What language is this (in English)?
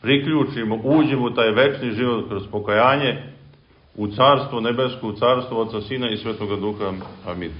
Serbian